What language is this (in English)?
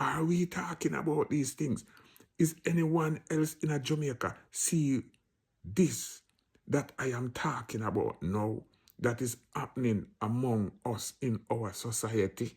Jamaican Creole English